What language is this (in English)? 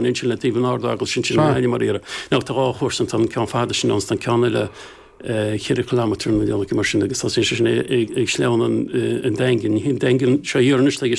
Irish